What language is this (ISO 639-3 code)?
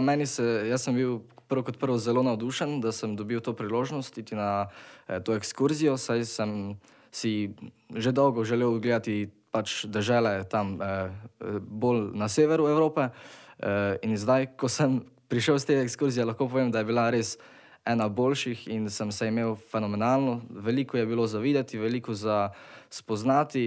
slv